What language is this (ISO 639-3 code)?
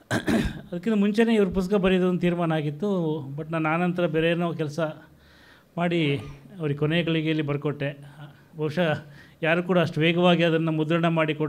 kan